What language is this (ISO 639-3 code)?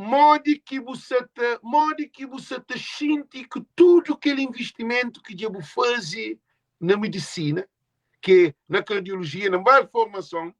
kea